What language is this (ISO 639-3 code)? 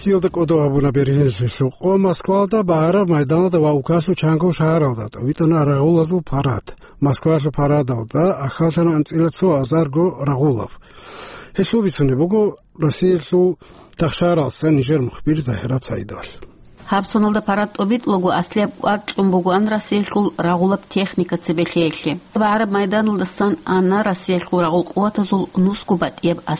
ava